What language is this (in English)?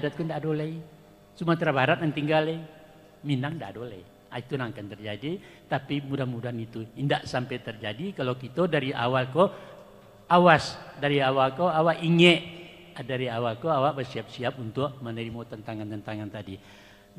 Minangkabau